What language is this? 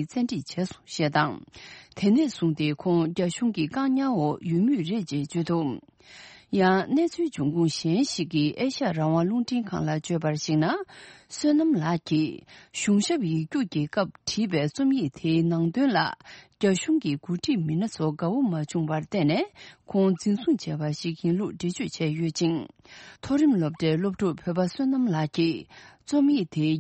Tibetan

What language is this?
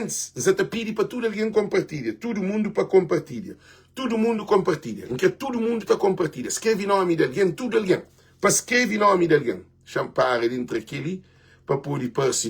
Kabuverdianu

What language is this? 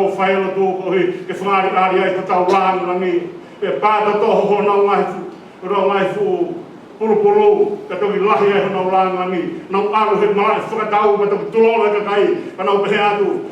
Tongan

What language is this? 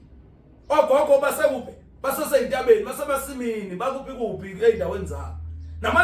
Zulu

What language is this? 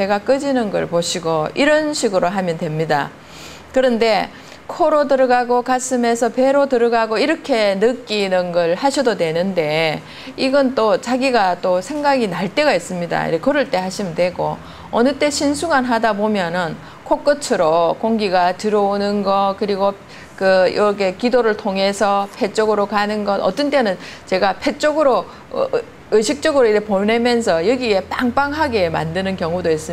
Korean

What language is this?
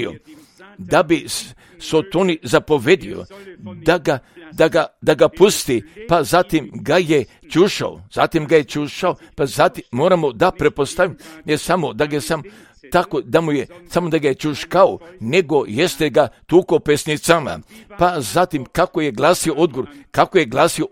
Croatian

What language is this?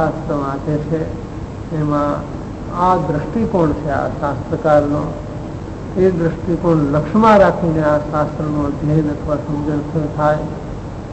Gujarati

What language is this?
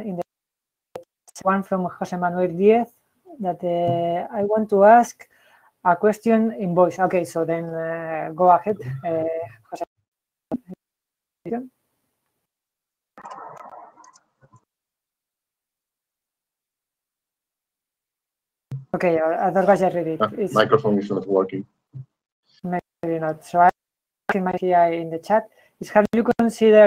English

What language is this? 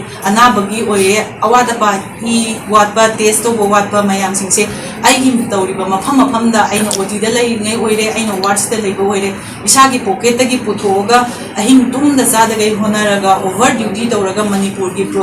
Manipuri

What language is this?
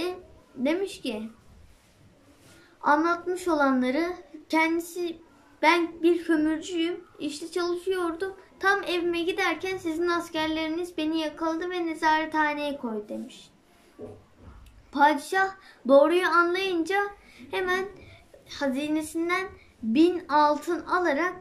Turkish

